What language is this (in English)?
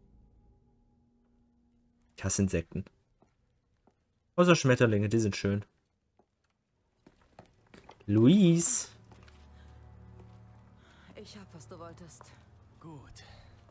German